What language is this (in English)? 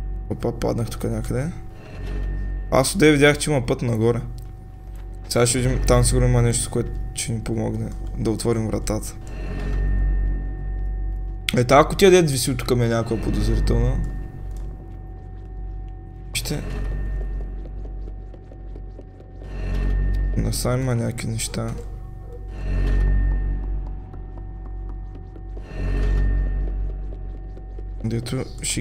Bulgarian